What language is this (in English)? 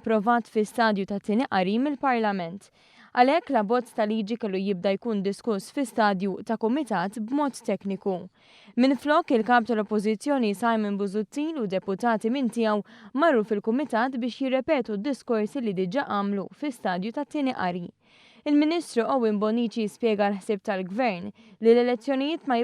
Maltese